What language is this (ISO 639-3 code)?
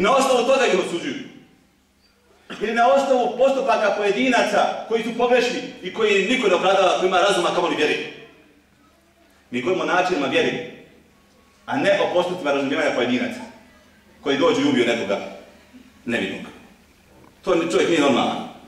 bos